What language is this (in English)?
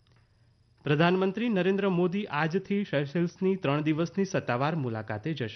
Gujarati